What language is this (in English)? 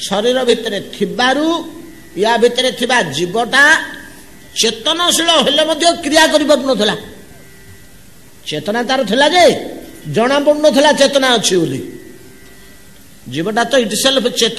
Odia